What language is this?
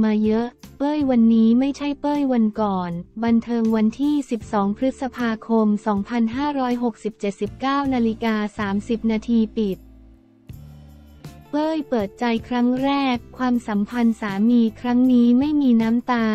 Thai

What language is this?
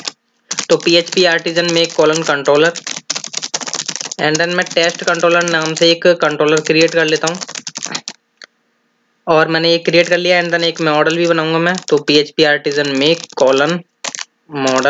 Hindi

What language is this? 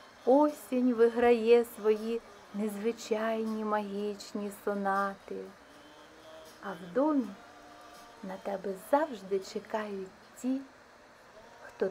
Ukrainian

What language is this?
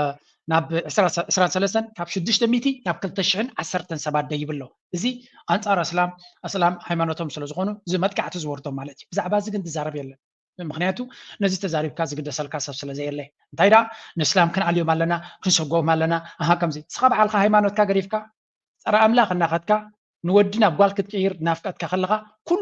Tigrinya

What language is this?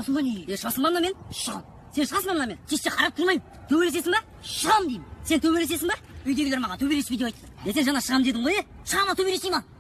Kazakh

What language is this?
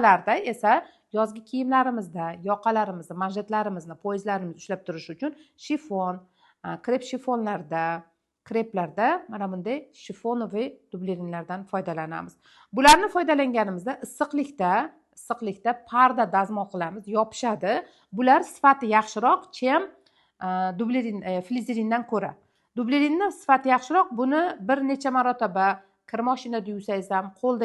Uzbek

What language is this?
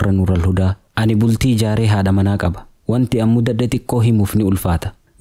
Oromo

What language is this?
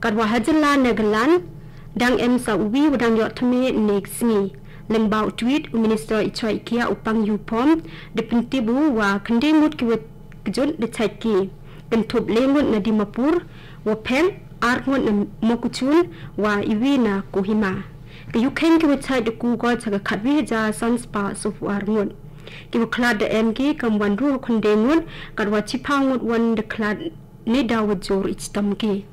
Khasi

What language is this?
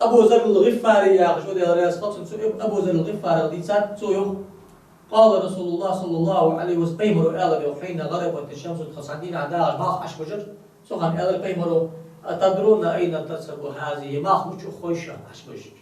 Ingush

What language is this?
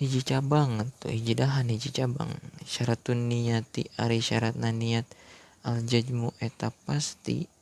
Sundanese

